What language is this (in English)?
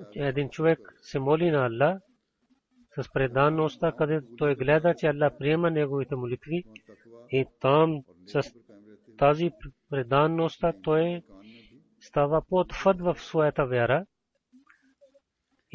Bulgarian